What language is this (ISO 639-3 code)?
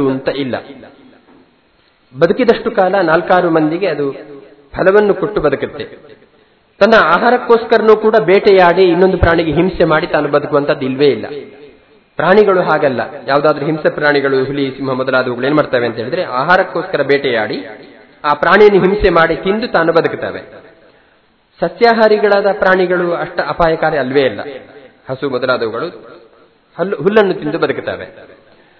kan